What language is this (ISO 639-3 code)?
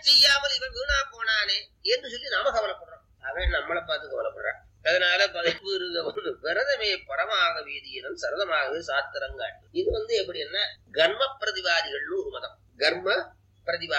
tam